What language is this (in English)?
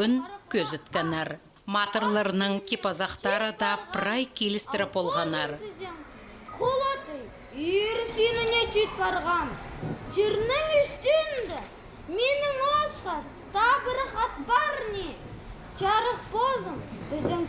Khakas